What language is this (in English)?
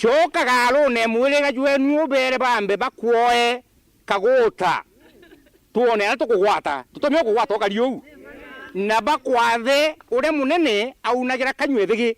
Meru